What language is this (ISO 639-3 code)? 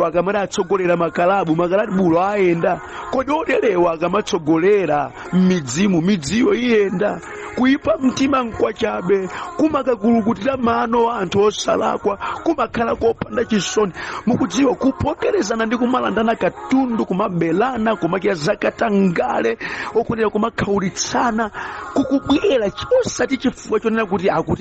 nya